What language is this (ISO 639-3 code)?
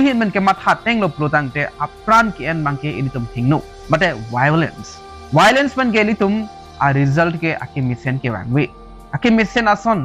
mjw